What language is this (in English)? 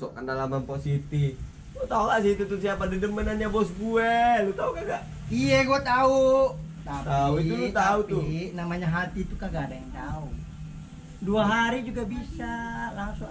Betawi